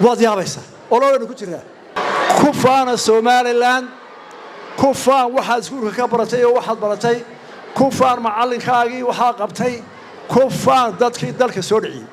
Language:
Somali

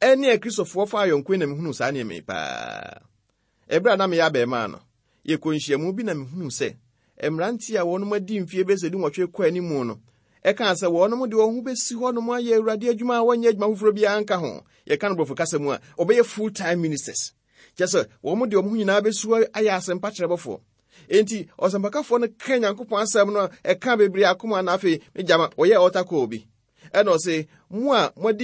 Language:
Akan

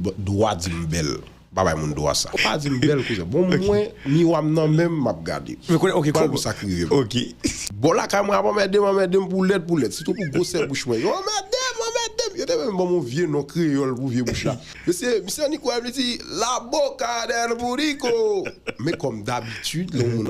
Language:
Haitian Creole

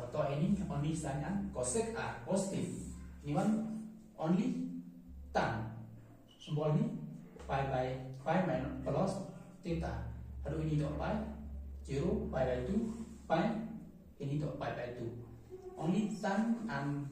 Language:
Khasi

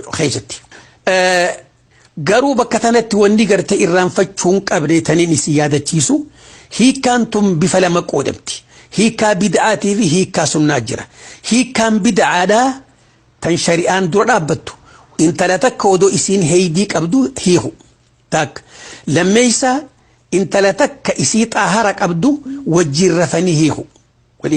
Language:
Oromo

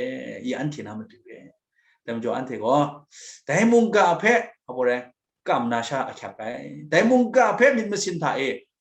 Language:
Kachin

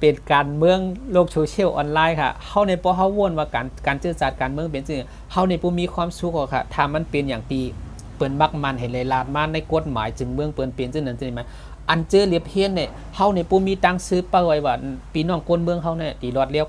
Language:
Shan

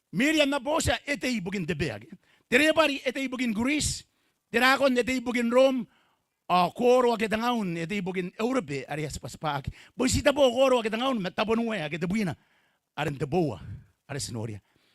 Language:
Gilbertese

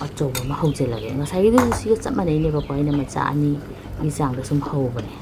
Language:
Manipuri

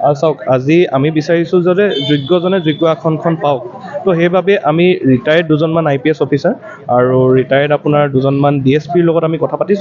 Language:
Assamese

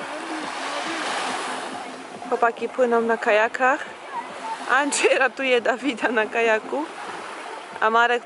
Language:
Polish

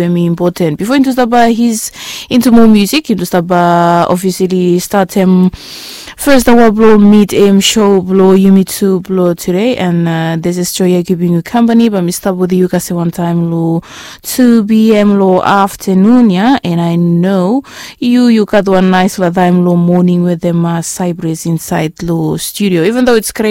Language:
Bislama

